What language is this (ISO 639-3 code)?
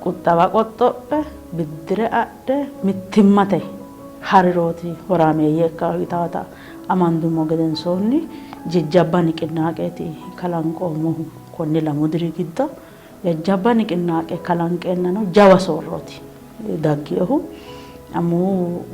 sid